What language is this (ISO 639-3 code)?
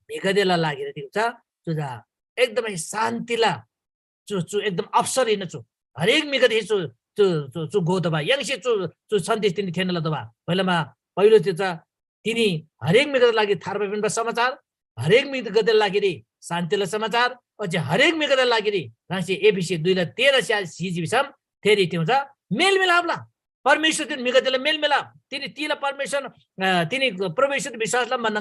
taj